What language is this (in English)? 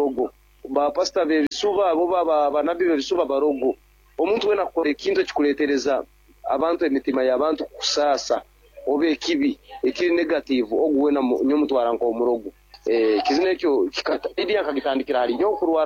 Nyankole